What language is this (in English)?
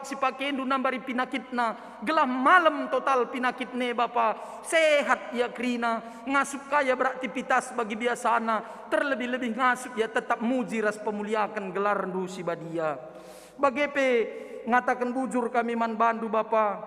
Batak Karo